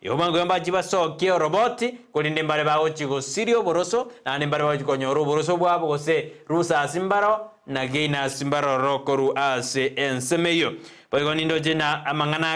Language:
Gusii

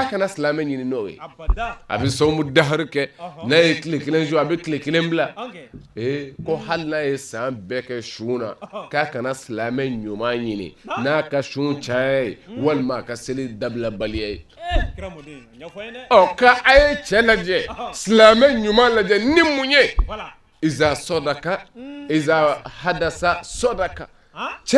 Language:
Bambara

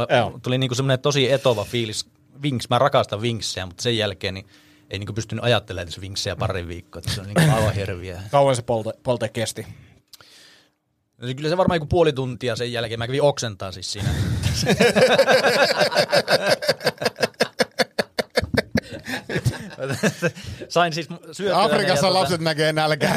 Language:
Finnish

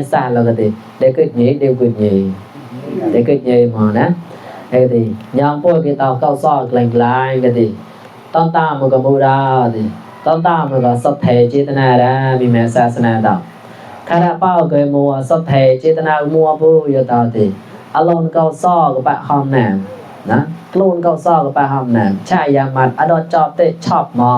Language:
Mon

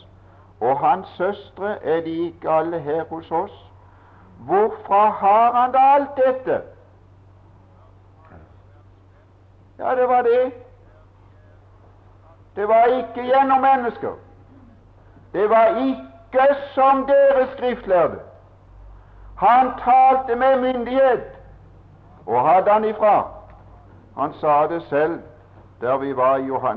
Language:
Norwegian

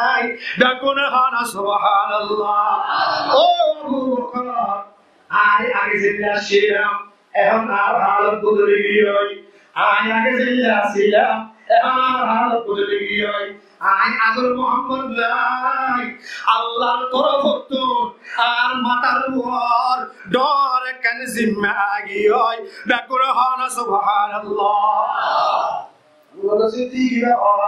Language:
Rohingya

